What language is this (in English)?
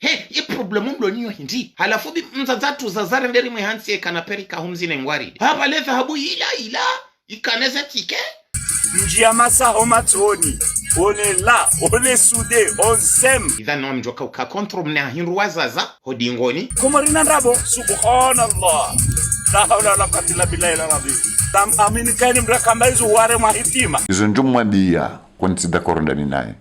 Ngazidja Comorian